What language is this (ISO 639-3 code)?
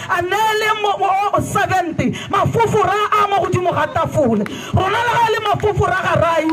tsn